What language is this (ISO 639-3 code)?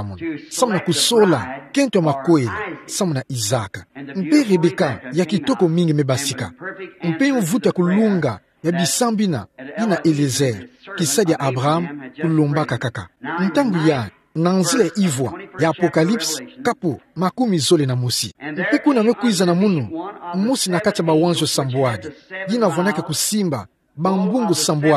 ktu